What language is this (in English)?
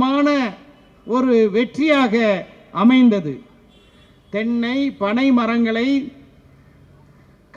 Tamil